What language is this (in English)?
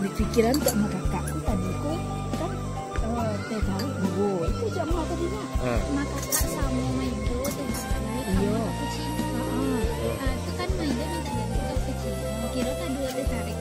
Minangkabau